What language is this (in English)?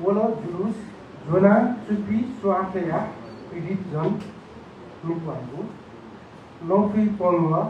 Newari